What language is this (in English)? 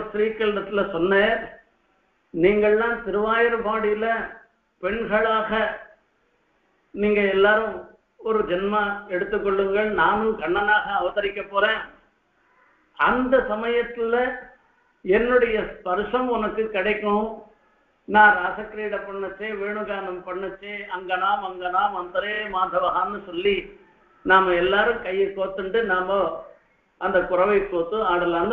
Tamil